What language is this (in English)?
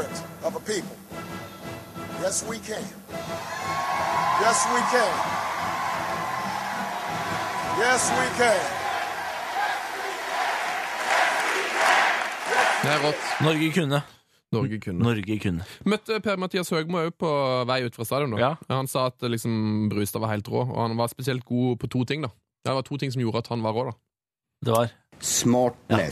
Norwegian